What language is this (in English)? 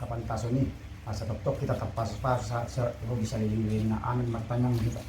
Batak Toba